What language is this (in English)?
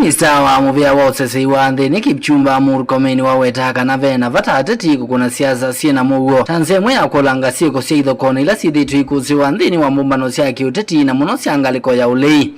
Kamba